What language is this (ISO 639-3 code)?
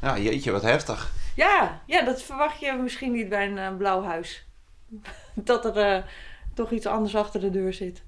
fry